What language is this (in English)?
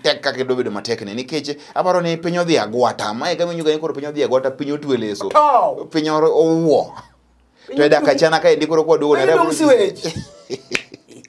Luo (Kenya and Tanzania)